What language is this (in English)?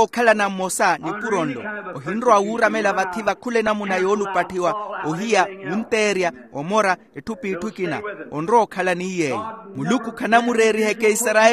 Makhuwa